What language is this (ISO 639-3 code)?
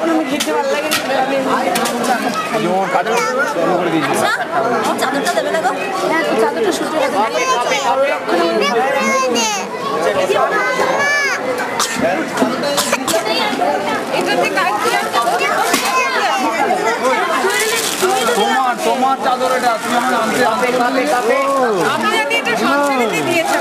ben